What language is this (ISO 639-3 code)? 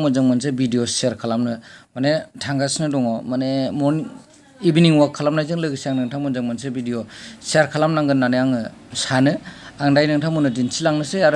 brx